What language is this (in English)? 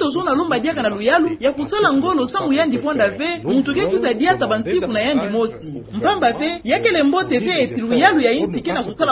Kituba (Democratic Republic of Congo)